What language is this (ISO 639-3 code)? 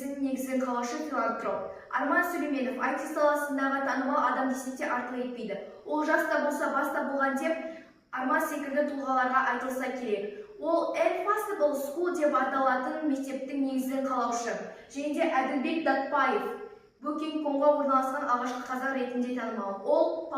kaz